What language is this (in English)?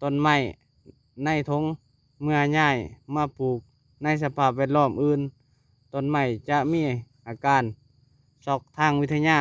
Lao